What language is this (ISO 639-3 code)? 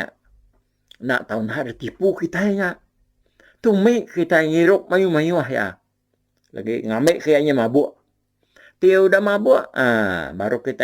iba